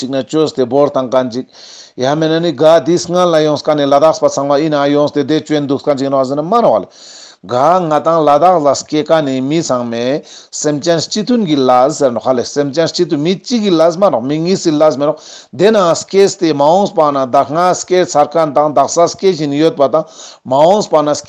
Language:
Ladakhi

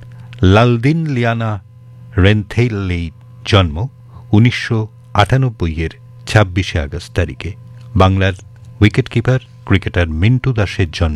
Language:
Bangla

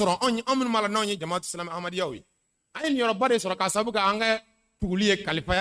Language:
Bambara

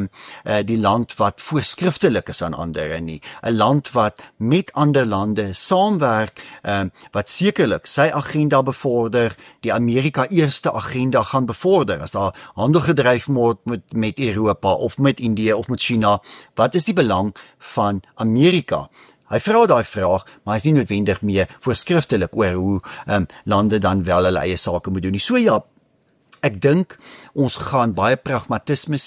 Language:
Afrikaans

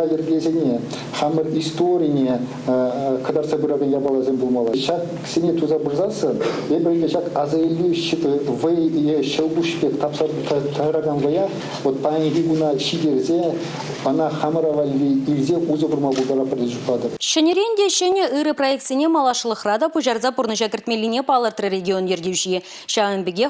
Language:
Chuvash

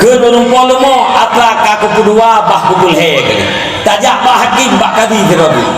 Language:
Achinese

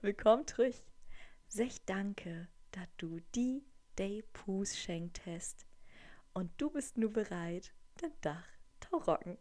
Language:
Low German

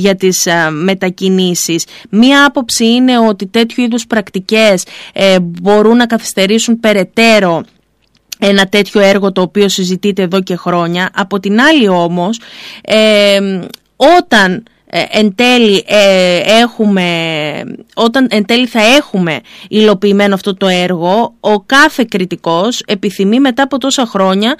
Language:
Greek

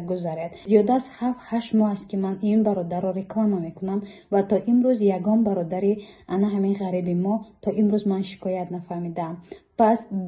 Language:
Tajik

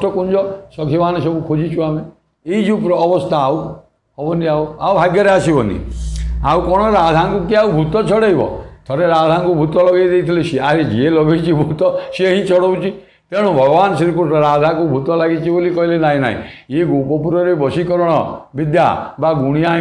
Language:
Odia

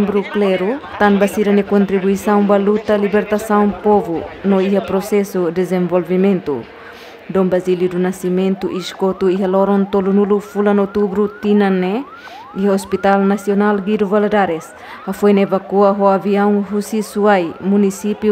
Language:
Tetum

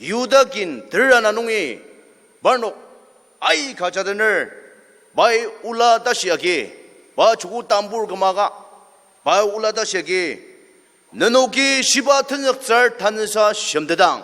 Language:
Ao Naga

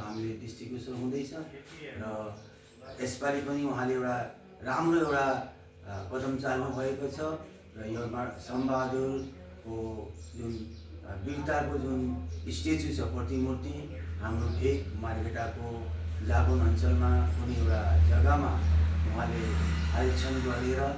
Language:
Nepali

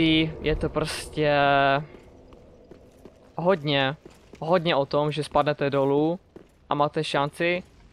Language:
Czech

